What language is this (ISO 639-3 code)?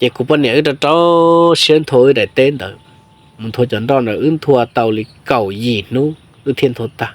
hmn